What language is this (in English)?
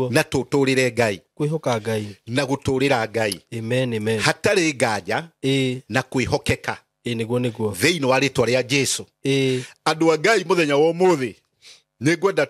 Kikuyu